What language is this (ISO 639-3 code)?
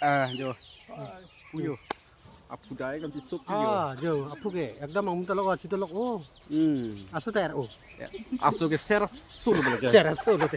mjw